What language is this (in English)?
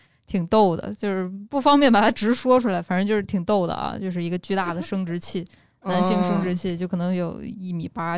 Chinese